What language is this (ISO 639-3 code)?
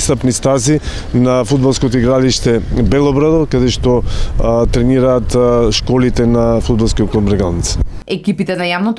mkd